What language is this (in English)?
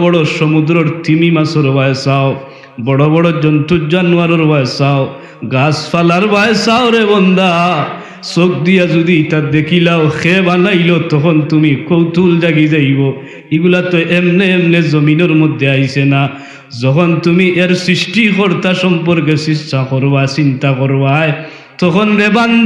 Sylheti